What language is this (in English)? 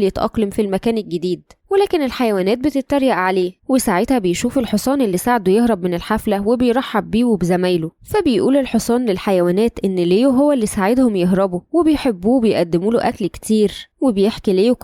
Egyptian Arabic